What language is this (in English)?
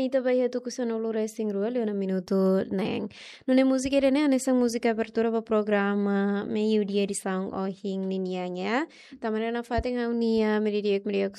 Tetum